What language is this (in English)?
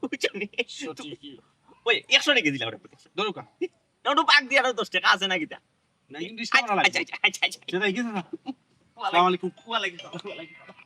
Sylheti